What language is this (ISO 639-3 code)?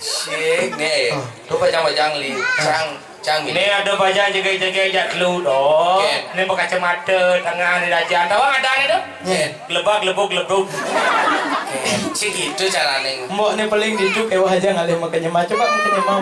ban